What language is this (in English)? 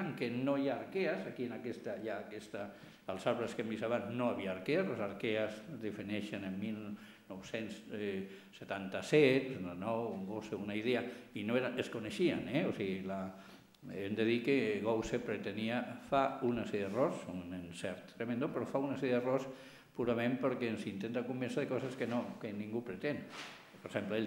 Catalan